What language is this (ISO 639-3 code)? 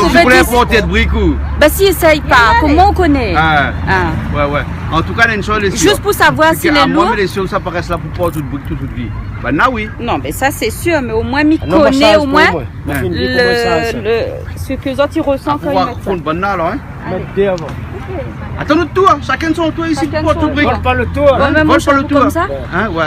rcf